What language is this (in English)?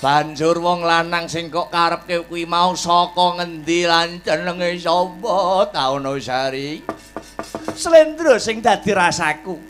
Javanese